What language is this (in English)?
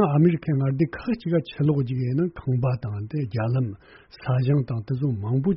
Tibetan